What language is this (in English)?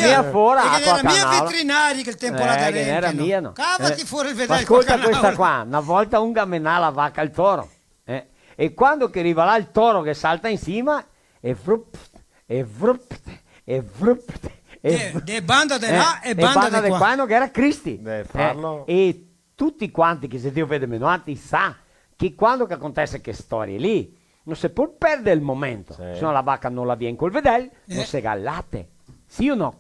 Venetian